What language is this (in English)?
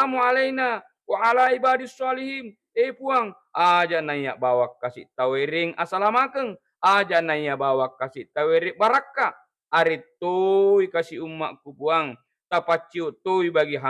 Buginese